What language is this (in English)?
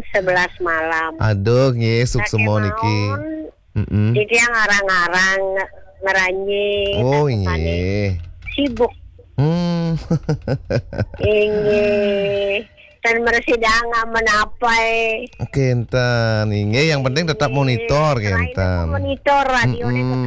Balinese